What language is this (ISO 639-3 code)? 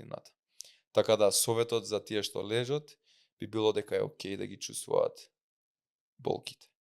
mkd